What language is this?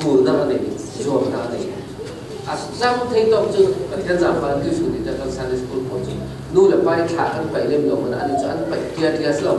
Falam Chin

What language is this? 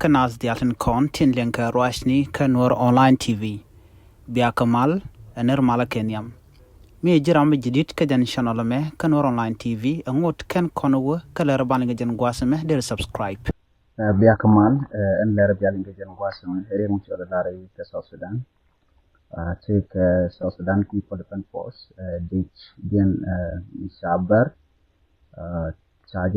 Nuer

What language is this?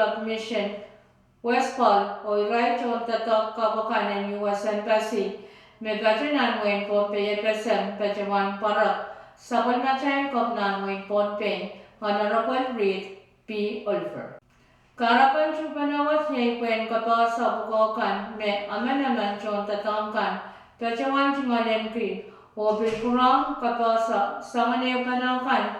Pohnpeian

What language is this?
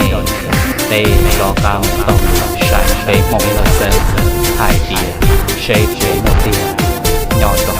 Hmong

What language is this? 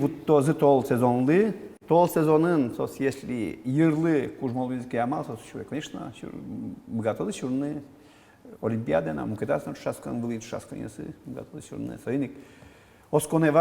Udmurt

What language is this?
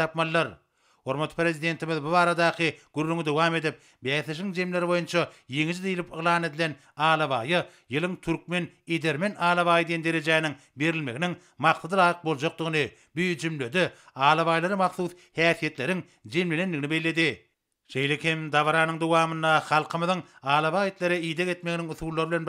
Turkmen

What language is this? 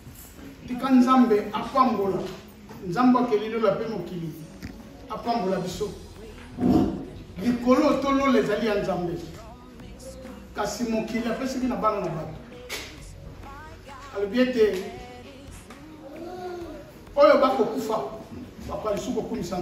Lingala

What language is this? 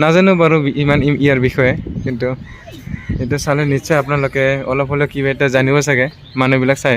Assamese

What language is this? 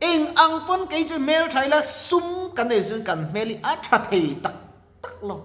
Mizo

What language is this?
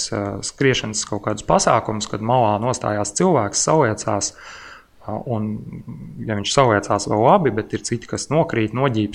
Latvian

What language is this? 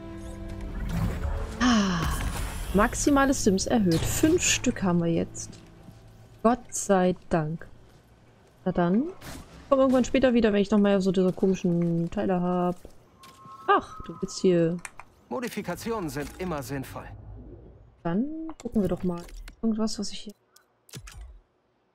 German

